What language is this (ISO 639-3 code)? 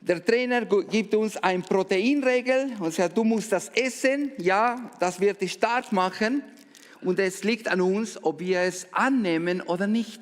gsw